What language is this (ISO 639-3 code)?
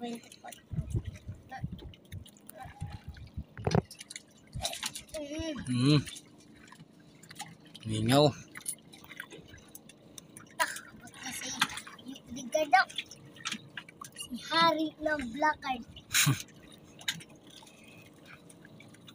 fil